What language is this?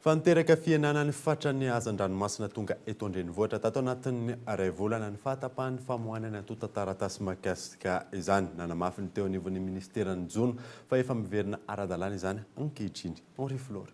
Malagasy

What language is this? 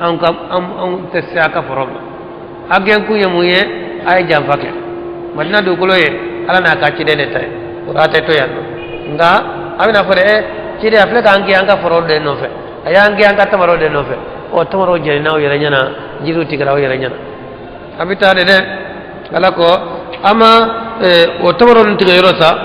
Bambara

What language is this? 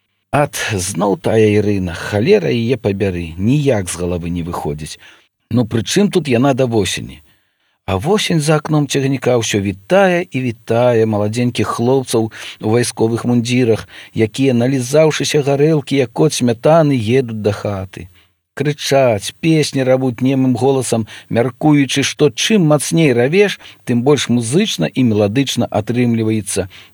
Belarusian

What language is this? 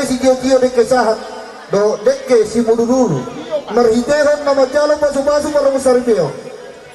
Batak Toba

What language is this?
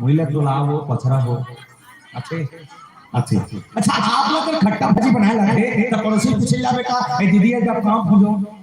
Chhattisgarhi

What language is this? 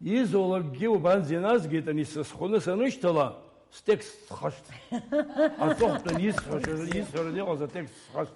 Abkhazian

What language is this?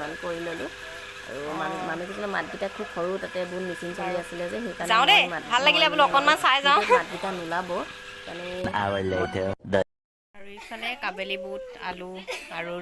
Assamese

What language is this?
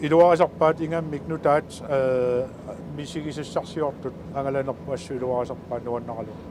Kalaallisut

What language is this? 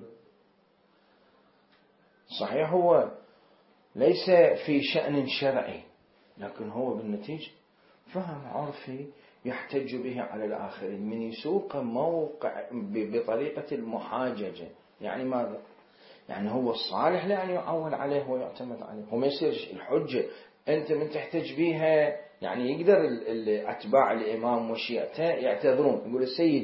Arabic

